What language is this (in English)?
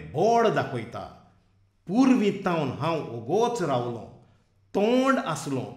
Konkani